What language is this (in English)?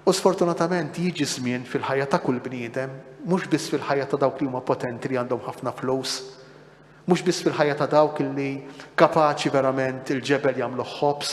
Maltese